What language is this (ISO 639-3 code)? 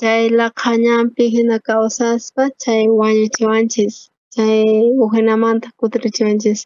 quh